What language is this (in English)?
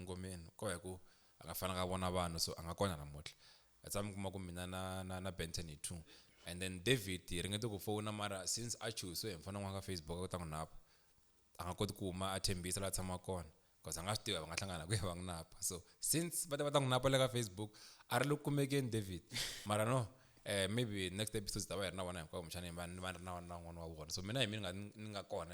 Tsonga